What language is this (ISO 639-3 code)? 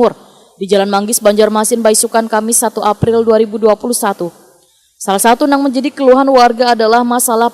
bjn